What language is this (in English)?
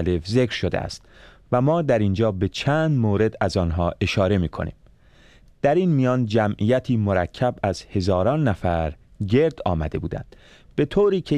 Persian